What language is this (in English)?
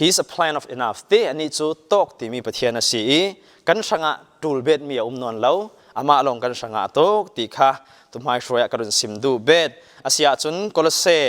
Falam Chin